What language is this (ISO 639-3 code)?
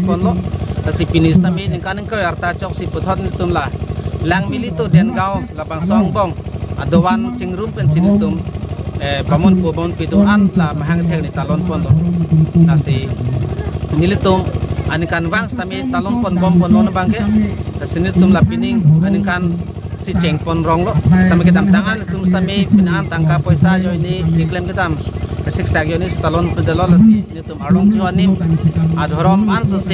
mjw